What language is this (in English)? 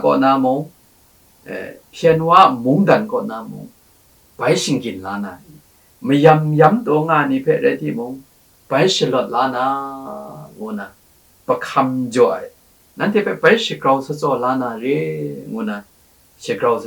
Kachin